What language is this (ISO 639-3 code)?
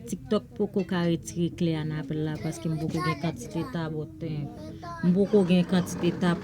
hat